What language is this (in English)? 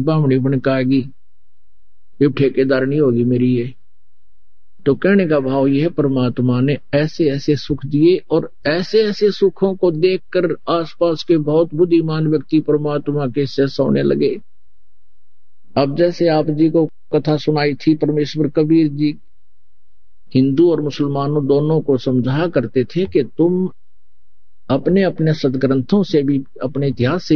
Hindi